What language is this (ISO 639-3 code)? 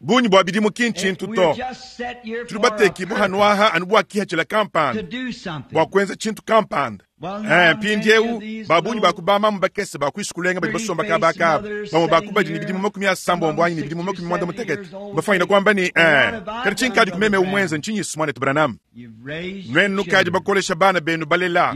lua